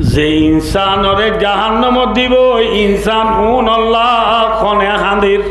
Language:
Rohingya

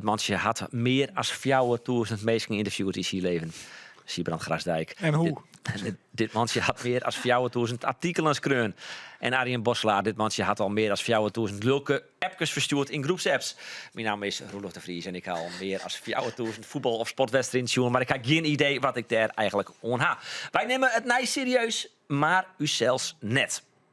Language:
Western Frisian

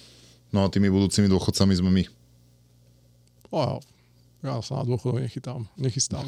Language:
Slovak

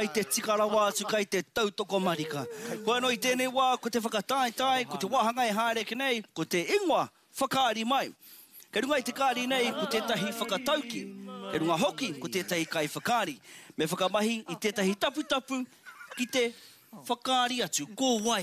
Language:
Māori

